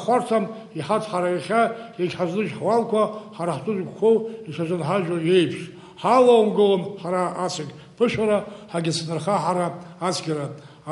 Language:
Abkhazian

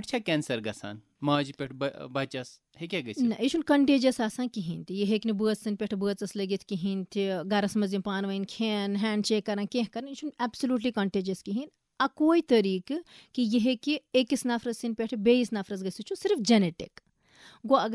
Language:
Kashmiri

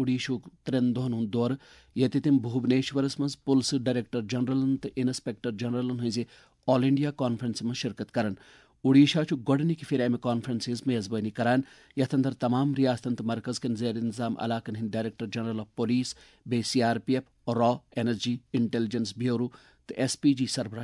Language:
Kashmiri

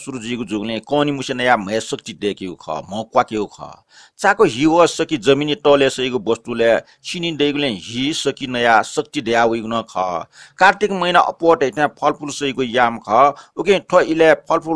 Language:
Newari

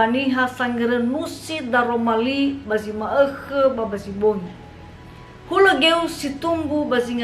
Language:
Nias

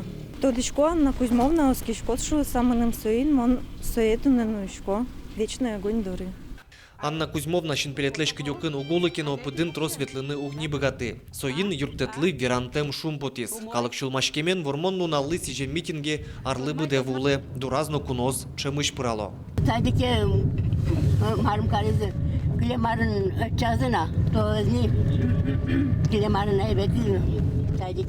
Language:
Udmurt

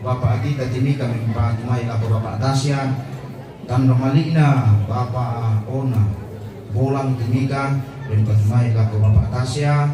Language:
Toraja-Sa'dan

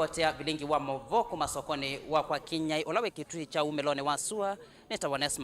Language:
Kamba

